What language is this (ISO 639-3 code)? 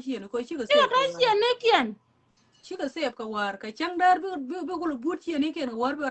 nus